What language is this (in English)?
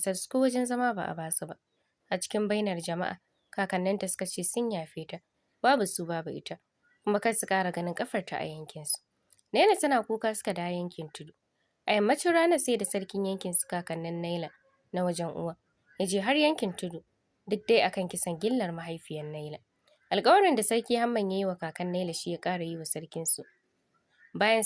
Hausa